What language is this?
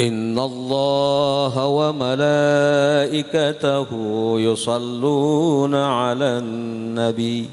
Sasak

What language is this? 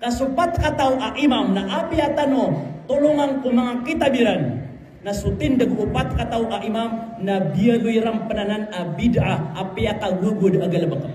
Maranao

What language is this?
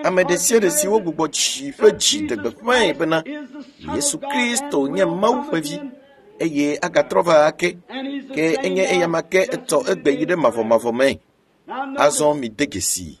Ewe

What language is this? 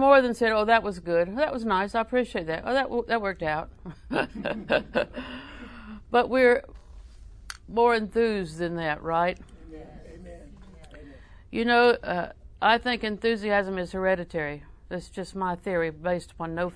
English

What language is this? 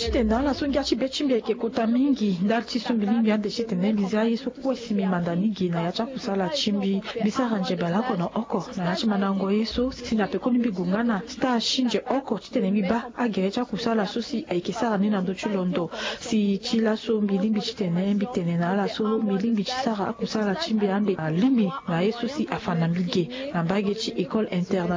Sango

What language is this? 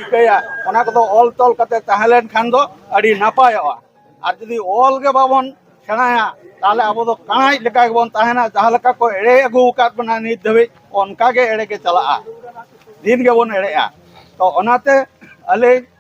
Santali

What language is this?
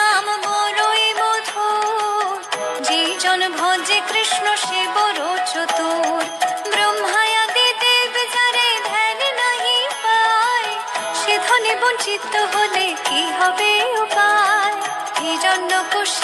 Bangla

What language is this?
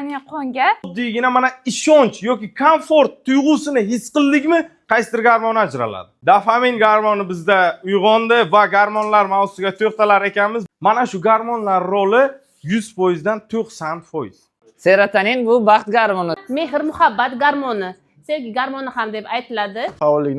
Uzbek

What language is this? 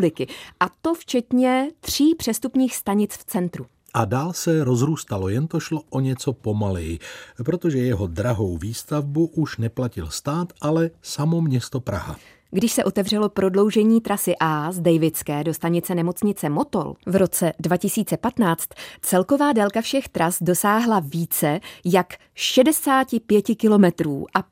Czech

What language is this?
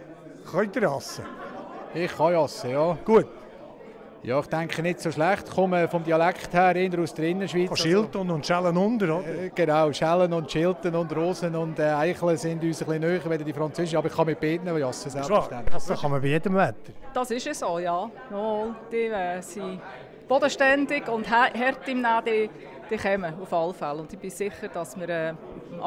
Swiss German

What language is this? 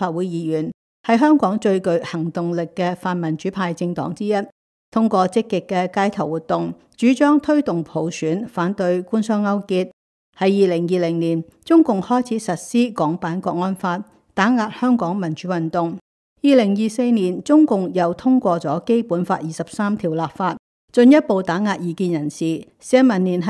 Cantonese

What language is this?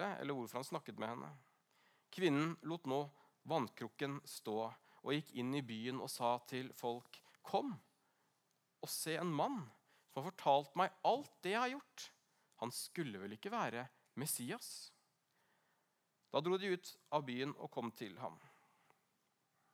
Norwegian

